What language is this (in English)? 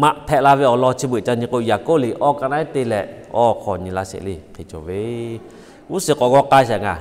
Lahu